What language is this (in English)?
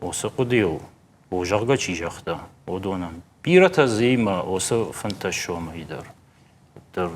Ossetic